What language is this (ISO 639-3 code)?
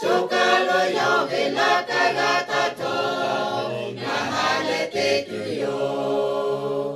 lhu